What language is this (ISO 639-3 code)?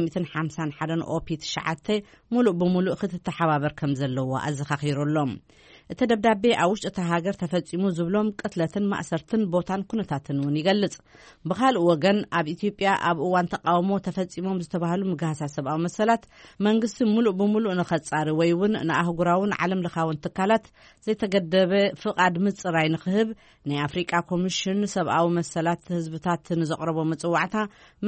tir